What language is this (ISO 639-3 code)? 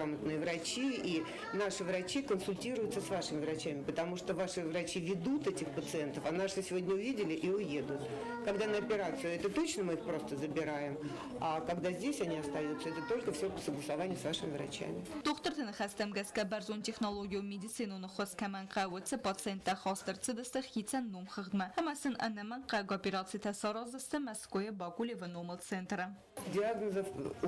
oss